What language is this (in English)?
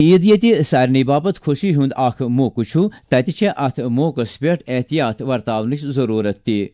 Kashmiri